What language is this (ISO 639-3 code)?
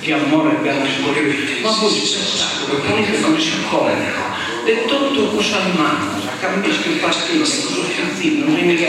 srd